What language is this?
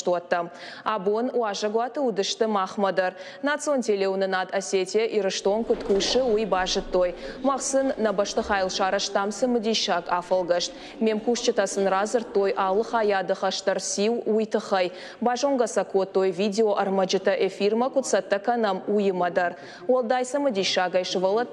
Ossetic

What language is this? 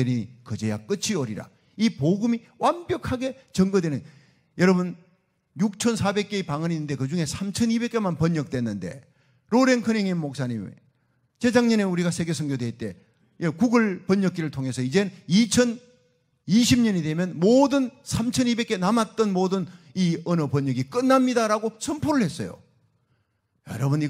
Korean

